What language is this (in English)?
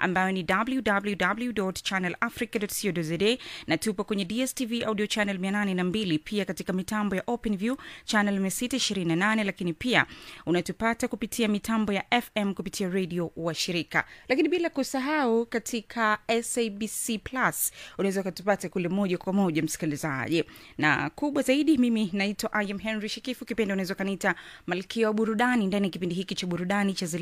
Swahili